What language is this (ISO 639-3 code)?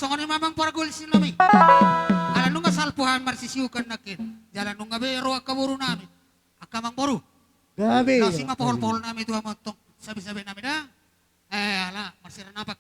bbc